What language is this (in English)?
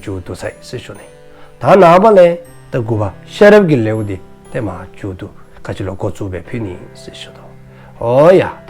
Dzongkha